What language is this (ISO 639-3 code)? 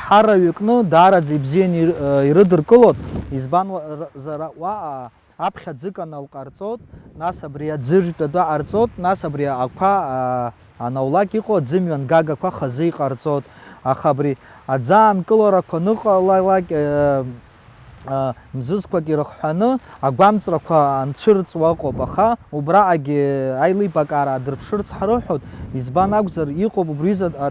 abk